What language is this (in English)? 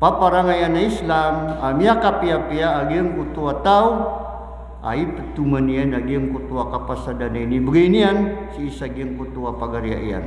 Maranao